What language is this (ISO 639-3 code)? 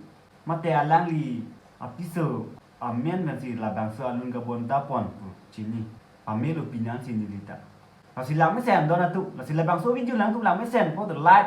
mjw